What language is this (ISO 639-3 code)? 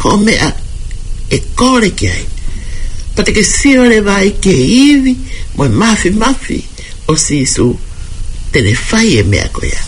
ton